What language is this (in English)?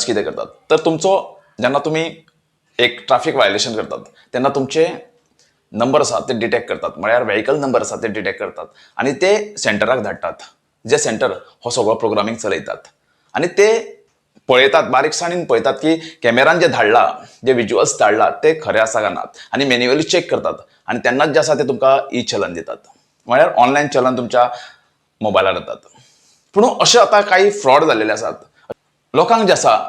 Konkani